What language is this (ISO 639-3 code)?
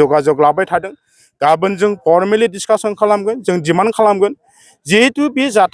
brx